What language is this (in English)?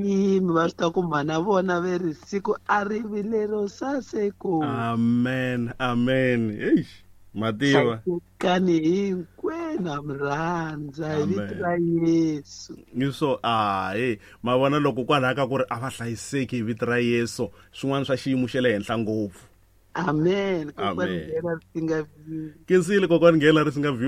Tsonga